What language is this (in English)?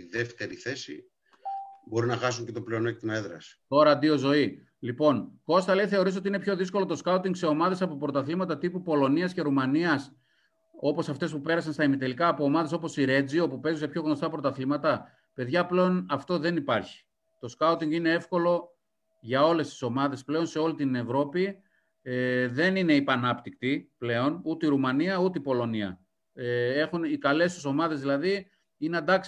Greek